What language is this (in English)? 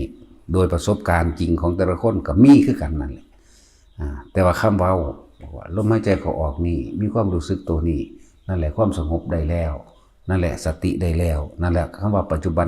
Northeastern Thai